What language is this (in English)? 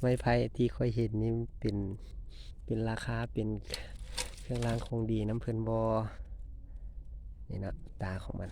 Lao